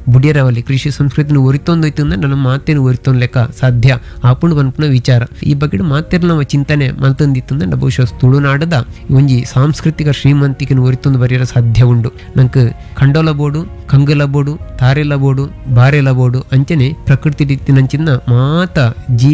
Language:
Tulu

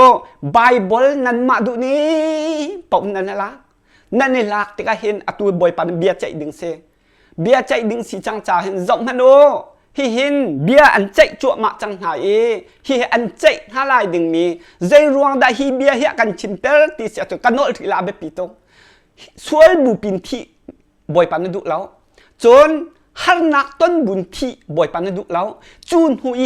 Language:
Hakha Chin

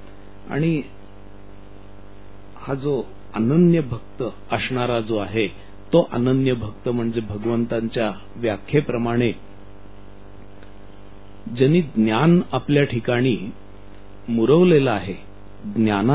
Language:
Marathi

